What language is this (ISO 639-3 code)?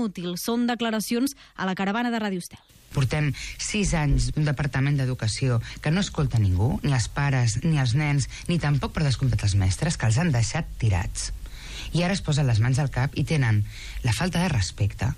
cat